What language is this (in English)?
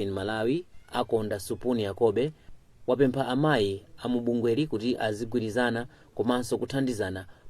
Nyanja